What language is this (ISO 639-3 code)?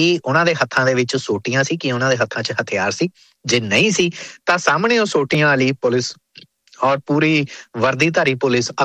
pan